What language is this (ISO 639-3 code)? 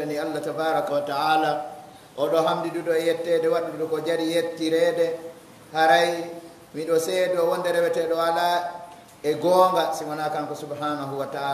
fuf